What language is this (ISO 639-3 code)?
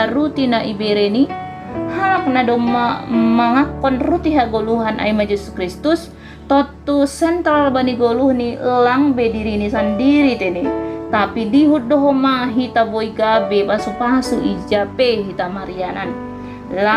bts